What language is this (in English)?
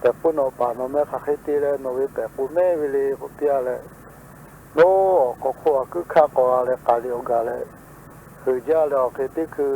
Lahu